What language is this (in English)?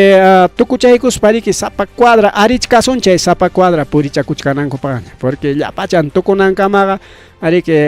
Ayacucho Quechua